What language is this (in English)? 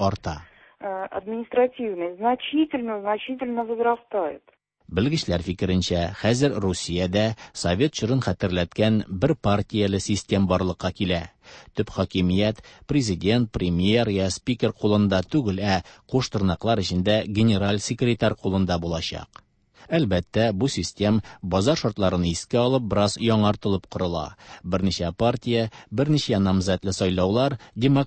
Tatar